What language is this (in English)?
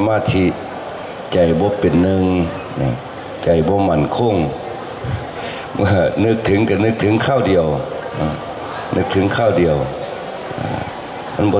Lao